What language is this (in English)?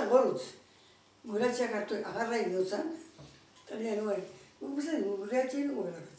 Basque